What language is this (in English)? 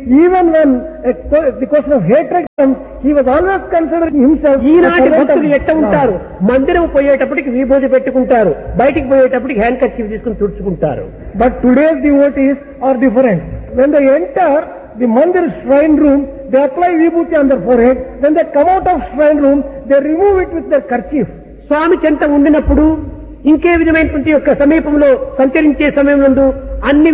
Telugu